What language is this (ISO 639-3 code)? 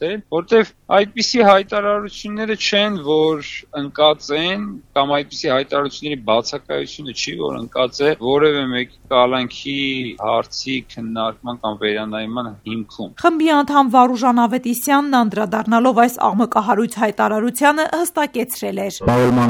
hye